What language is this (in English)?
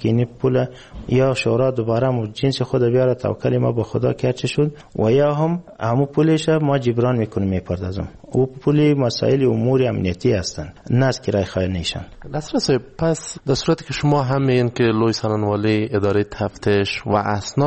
Persian